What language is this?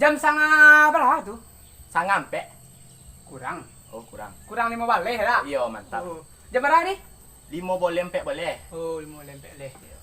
Minangkabau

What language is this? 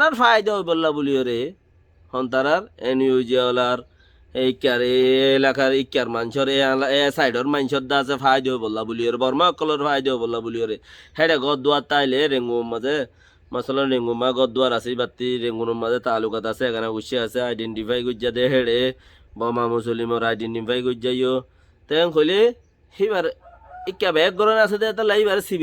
Rohingya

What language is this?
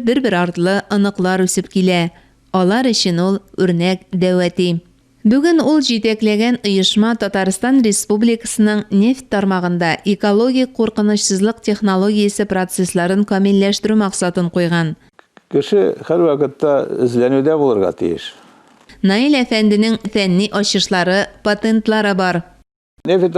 Tatar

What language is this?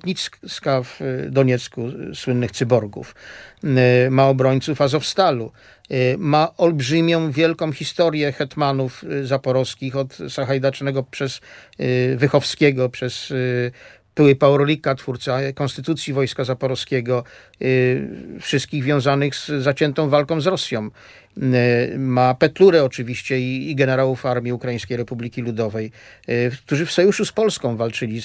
Polish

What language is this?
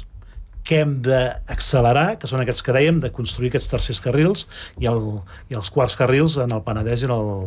Catalan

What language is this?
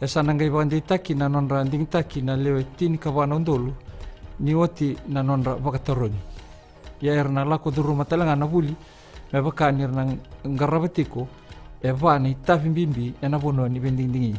Fijian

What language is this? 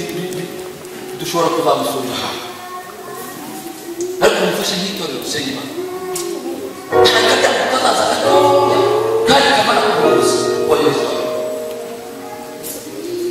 Kinyarwanda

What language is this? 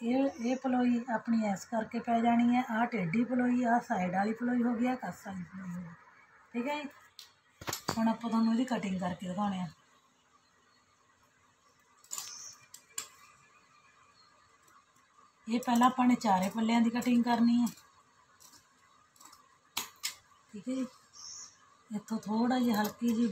Punjabi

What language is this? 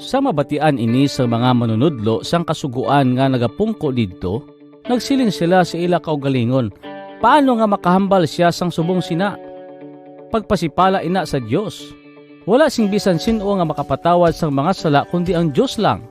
Hiligaynon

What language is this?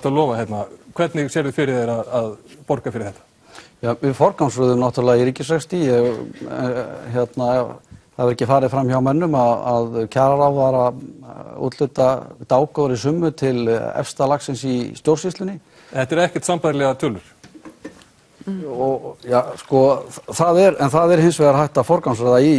Icelandic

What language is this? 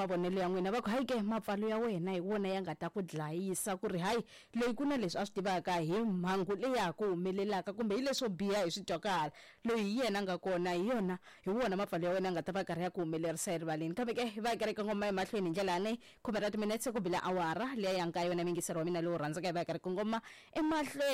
Tsonga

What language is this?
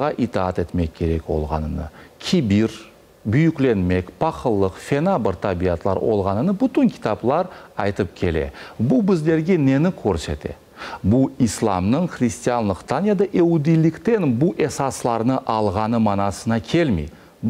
Crimean Tatar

